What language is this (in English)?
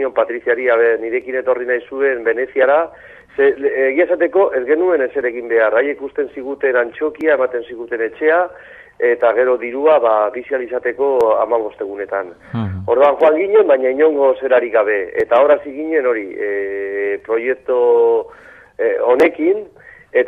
Basque